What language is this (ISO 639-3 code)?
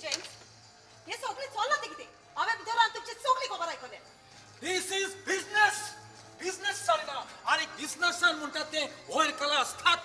kok